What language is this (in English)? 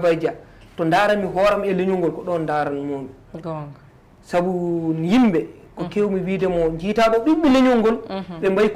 Fula